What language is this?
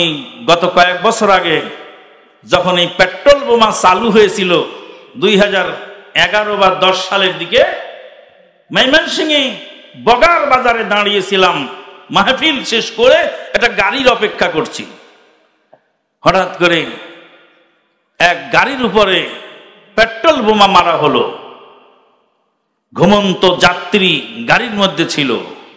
Bangla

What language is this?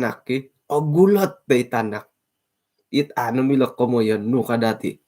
Central Dusun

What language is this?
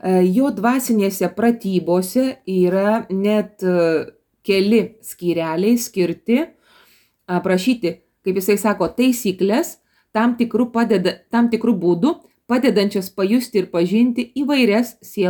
Lithuanian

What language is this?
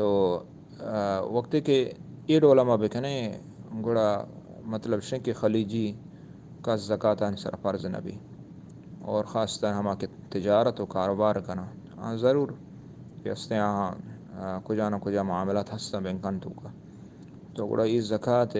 Eastern Balochi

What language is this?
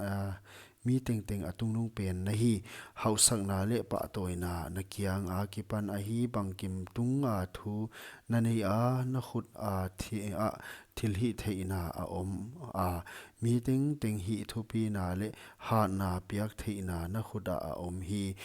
Paite Chin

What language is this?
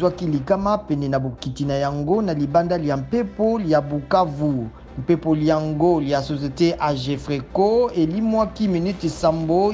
Lingala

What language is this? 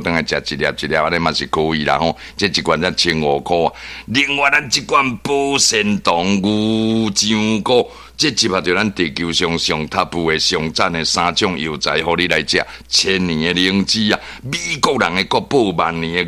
Min Nan Chinese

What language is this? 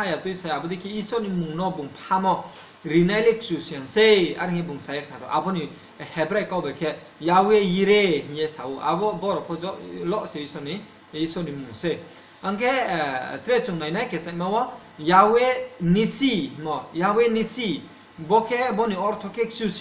Riang (India)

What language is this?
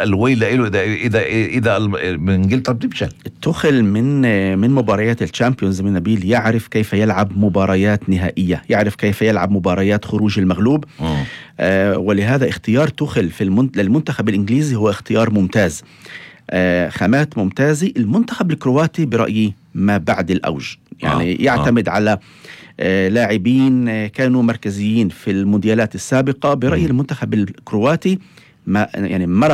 North Levantine Arabic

